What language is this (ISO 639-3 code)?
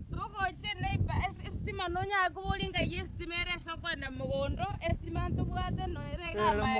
guz